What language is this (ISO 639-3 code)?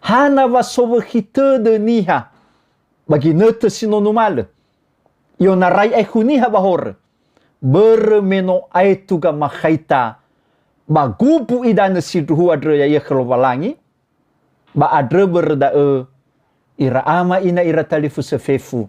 nia